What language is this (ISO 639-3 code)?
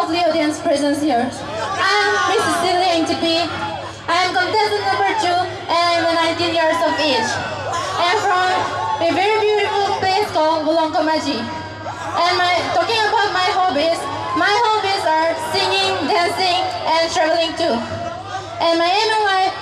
mjw